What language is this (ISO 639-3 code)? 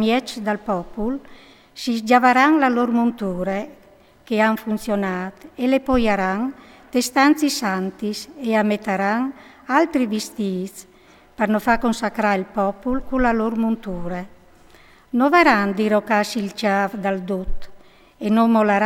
fur